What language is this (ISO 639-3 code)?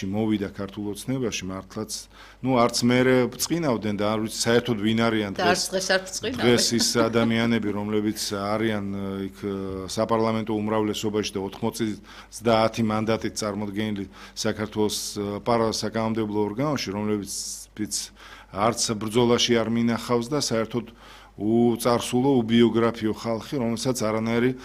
kat